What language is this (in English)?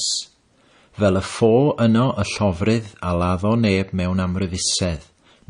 Welsh